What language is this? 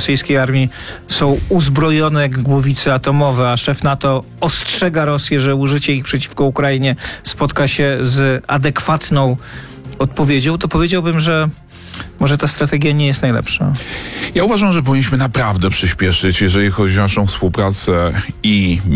Polish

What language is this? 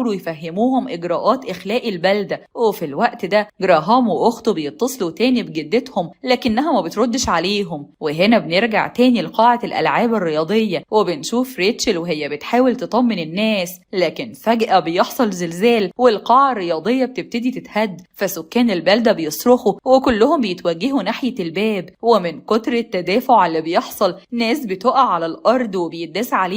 Egyptian Arabic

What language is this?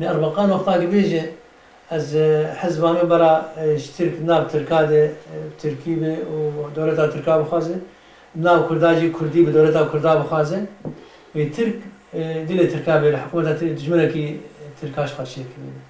Kurdish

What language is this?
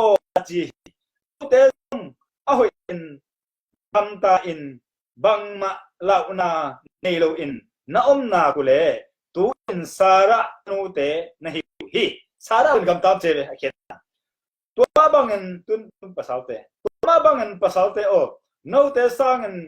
Tedim Chin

